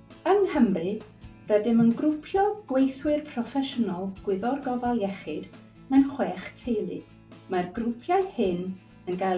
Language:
Welsh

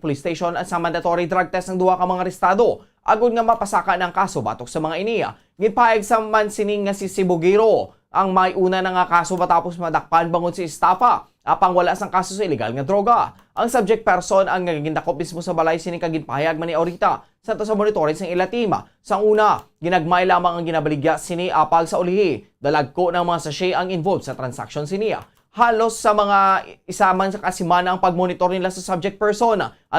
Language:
Hiligaynon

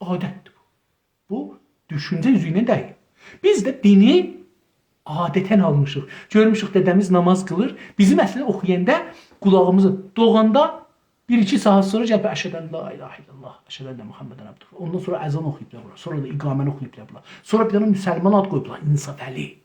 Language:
South Azerbaijani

